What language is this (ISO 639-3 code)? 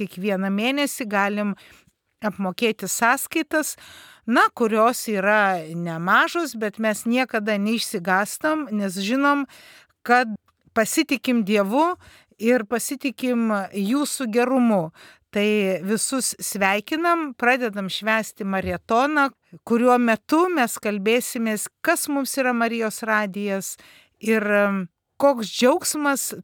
lit